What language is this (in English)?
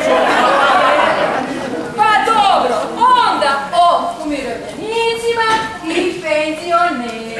Croatian